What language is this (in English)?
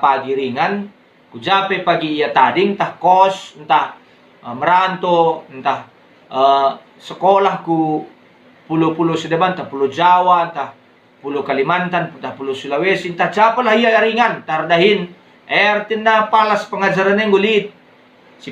Batak Karo